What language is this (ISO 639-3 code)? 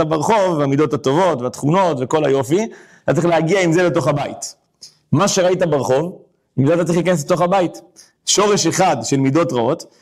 heb